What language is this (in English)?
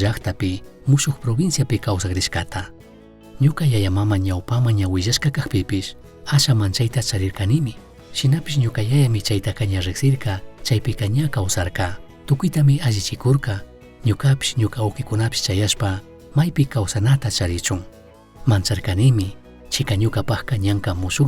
Chimborazo Highland Quichua